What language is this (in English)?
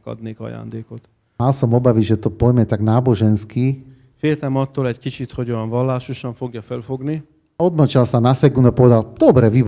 Slovak